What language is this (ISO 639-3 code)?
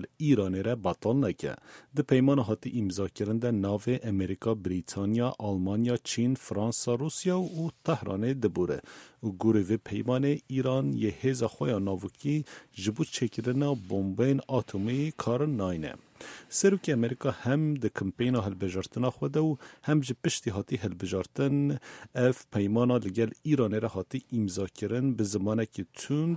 kur